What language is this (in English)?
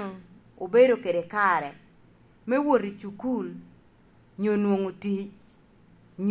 Lango (Uganda)